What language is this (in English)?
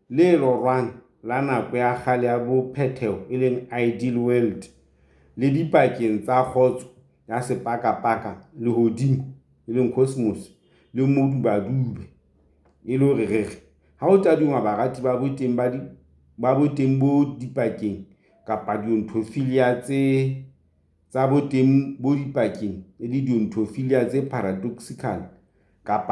Southern Sotho